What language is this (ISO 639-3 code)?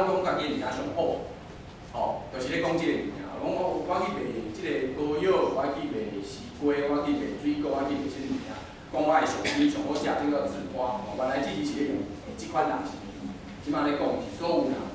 nan